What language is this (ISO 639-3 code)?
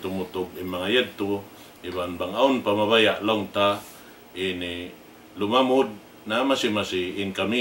tsg